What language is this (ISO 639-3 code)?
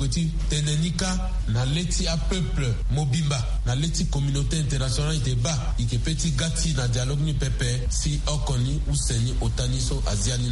sag